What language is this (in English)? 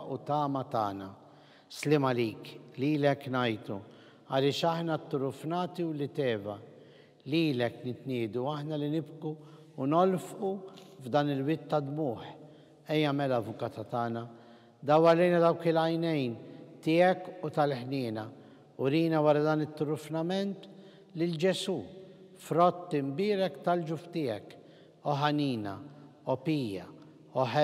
Maltese